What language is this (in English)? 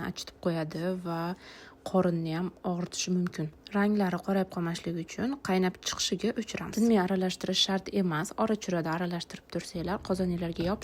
Uzbek